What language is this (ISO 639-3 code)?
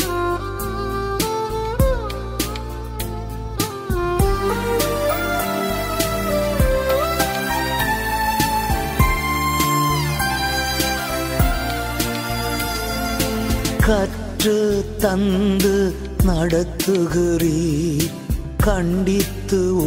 tam